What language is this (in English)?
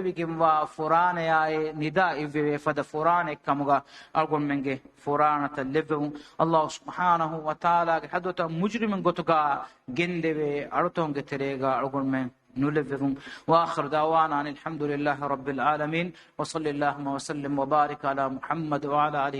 Divehi